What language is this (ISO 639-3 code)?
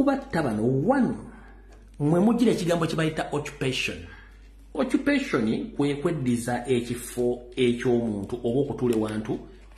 lug